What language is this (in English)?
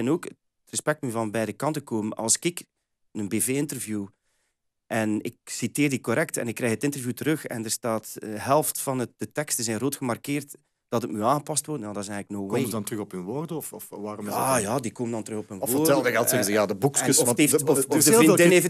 Dutch